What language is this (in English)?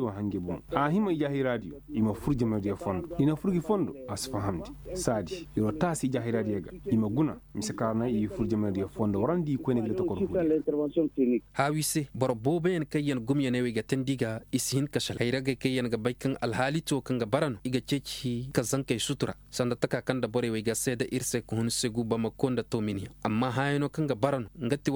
Koyraboro Senni